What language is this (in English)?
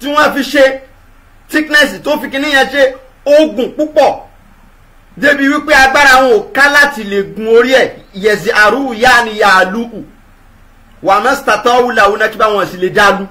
Yoruba